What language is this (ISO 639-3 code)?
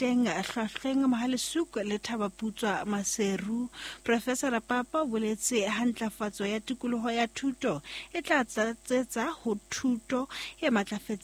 sot